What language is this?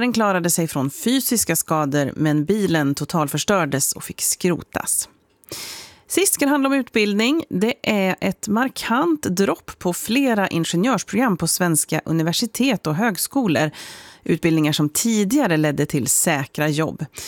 Swedish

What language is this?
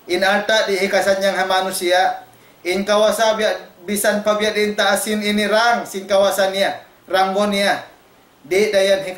Tausug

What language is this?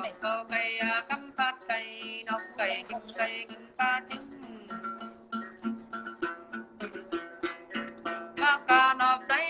Vietnamese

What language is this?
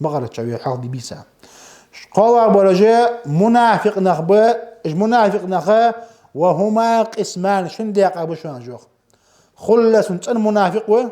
Ingush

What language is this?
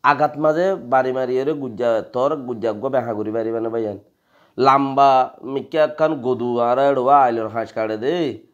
Rohingya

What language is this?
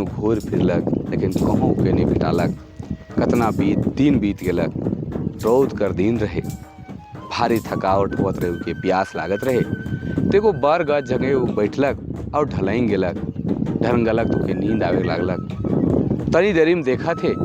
Sadri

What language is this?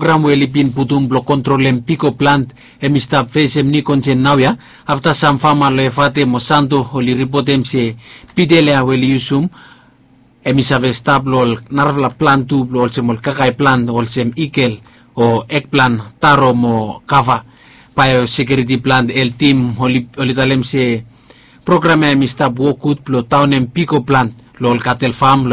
Bislama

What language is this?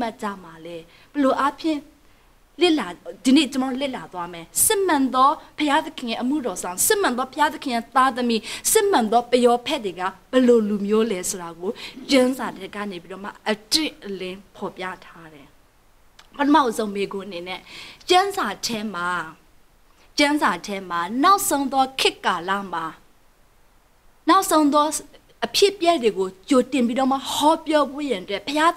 Burmese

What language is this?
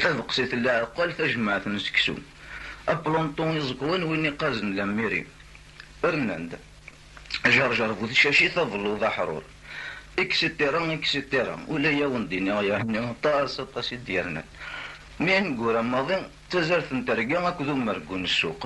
Kabyle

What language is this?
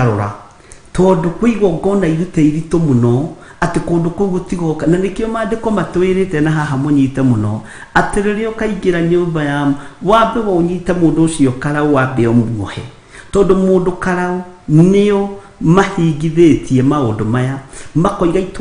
Kikuyu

